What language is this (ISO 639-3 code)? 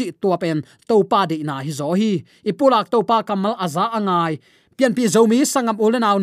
ctd